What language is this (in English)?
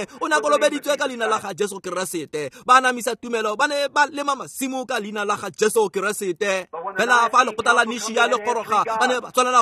Tswana